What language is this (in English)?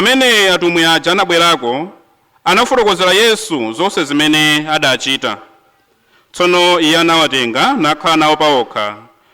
Nyanja